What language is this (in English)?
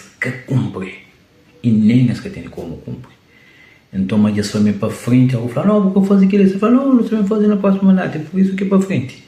Kabuverdianu